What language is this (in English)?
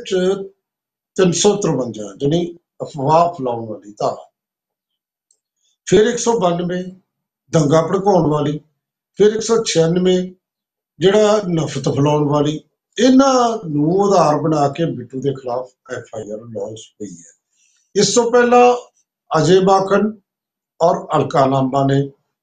Punjabi